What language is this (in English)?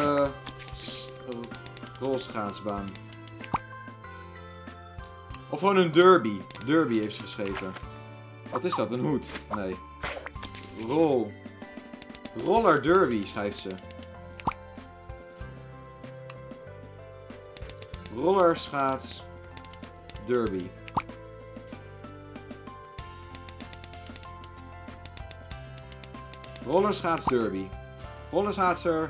Dutch